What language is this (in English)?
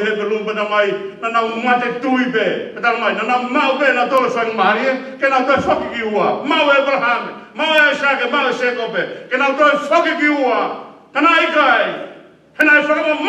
Tongan